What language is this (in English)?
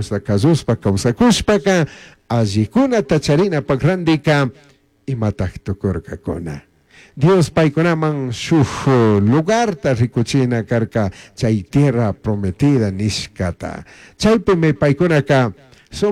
Chimborazo Highland Quichua